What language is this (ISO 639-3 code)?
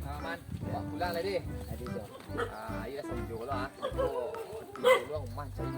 min